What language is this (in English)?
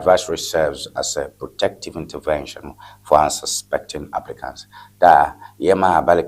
Ewe